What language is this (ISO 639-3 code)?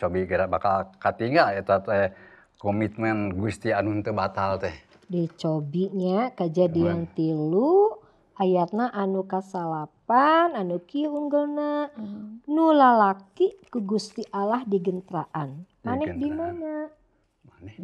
sun